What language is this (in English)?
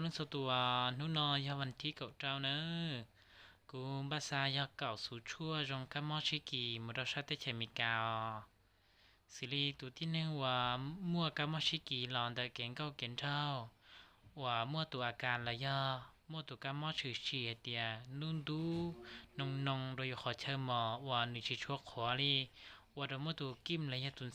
Hmong